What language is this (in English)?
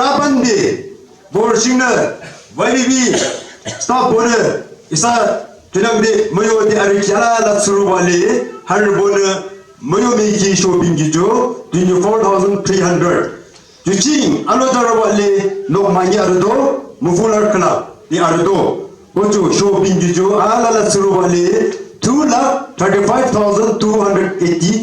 Yimchungru Naga